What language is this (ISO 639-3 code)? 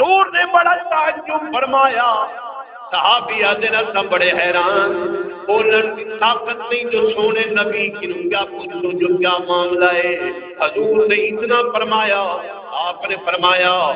skr